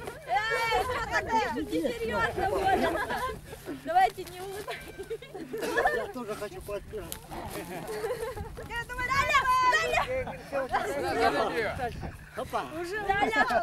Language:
Russian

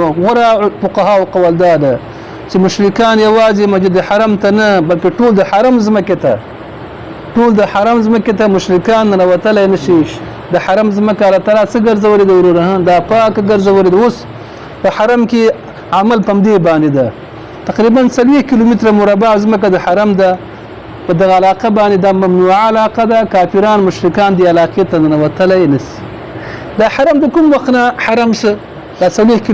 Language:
Pashto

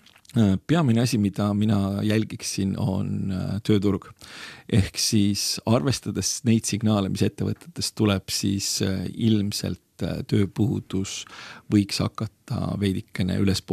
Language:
Estonian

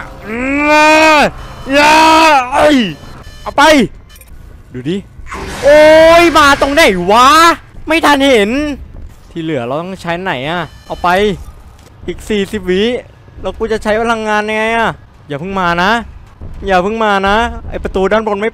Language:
Thai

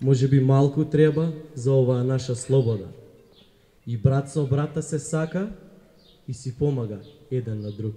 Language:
Macedonian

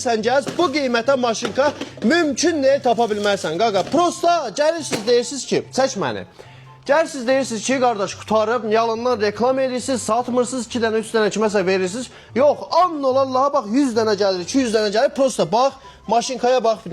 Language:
Azerbaijani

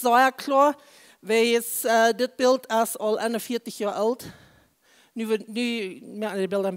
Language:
Plautdietsch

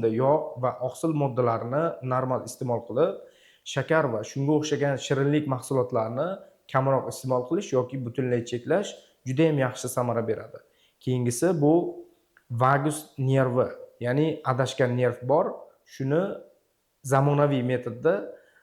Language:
Uzbek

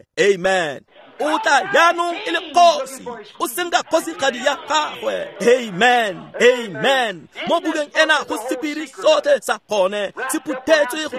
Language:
Tswana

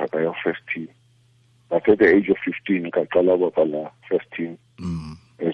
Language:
Tswana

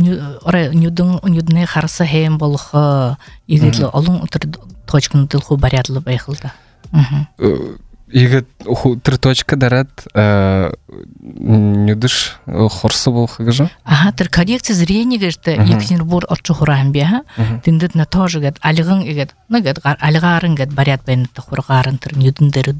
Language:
Buriat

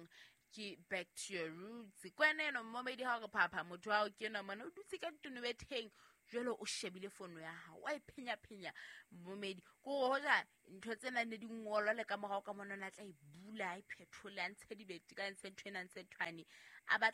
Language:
Southern Sotho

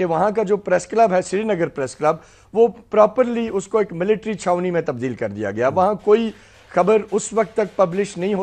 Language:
Urdu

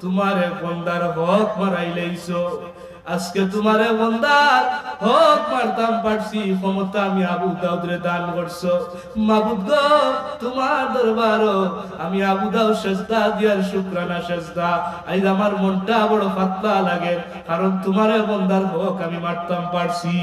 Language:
Sylheti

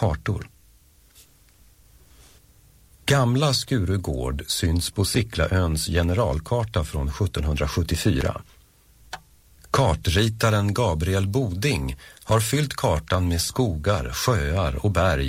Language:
Swedish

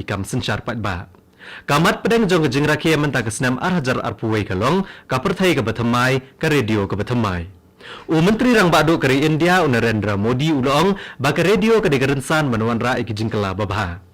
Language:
Khasi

